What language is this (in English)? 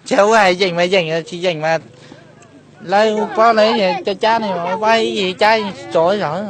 Hmong